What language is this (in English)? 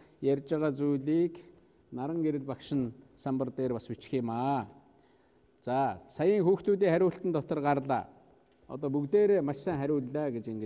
Mongolian